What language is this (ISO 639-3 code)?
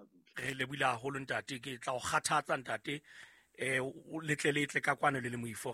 sot